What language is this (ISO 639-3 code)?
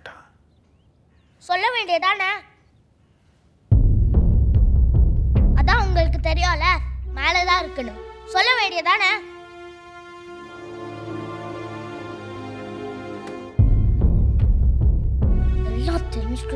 tam